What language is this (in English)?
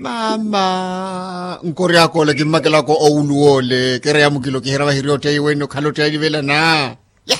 Makhuwa